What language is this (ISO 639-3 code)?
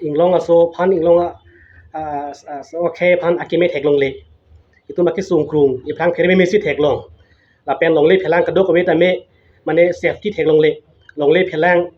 mjw